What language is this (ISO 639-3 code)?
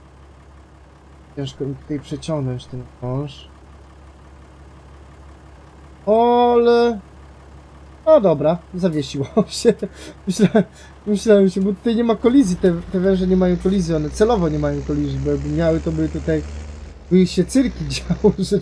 pol